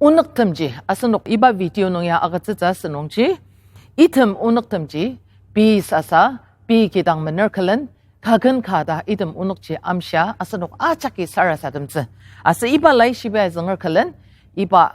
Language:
Ao Naga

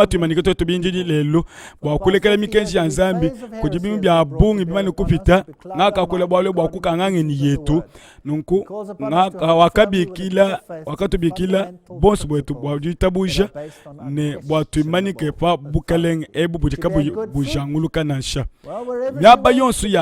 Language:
Luba-Lulua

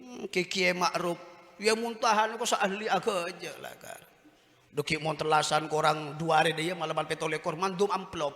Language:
Madurese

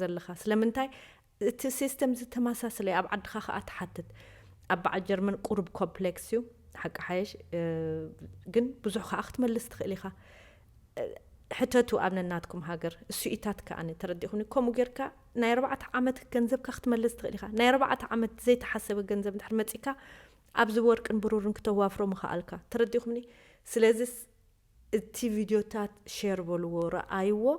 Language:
Tigrinya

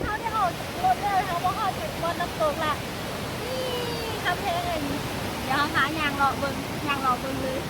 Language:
Lao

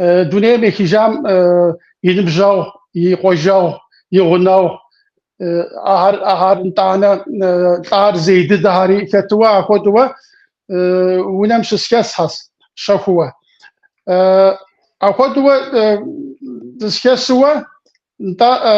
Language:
Kabardian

